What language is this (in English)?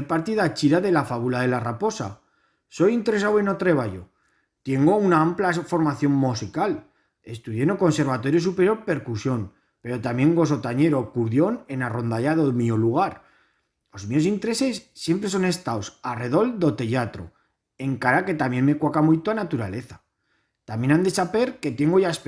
Aragonese